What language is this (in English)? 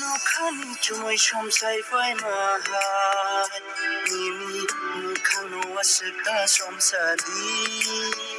Kok Borok